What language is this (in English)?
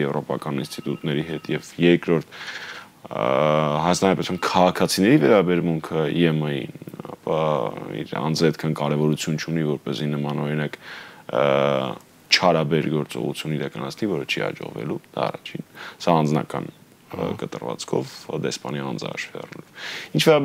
Armenian